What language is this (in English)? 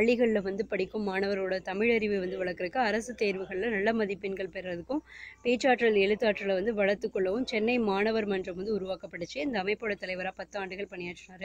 Tamil